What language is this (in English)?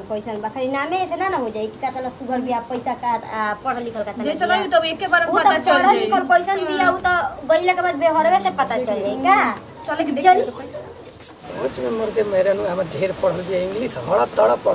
Bhojpuri